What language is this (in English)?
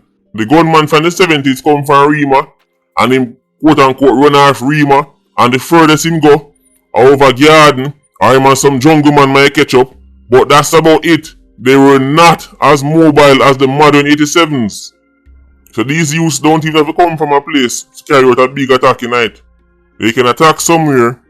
Jamaican Creole English